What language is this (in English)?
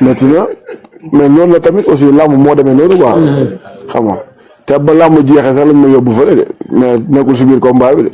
Wolof